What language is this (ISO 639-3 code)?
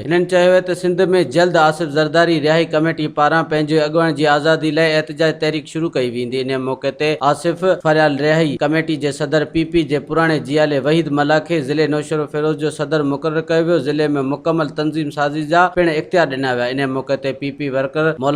snd